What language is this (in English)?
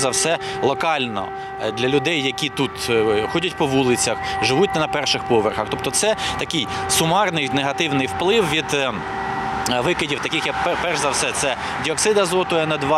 Ukrainian